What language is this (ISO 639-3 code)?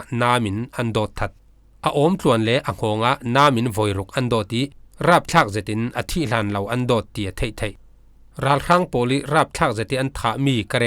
cfm